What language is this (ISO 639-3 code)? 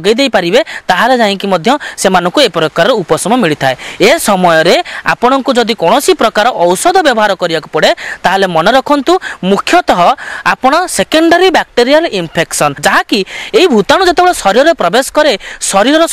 ori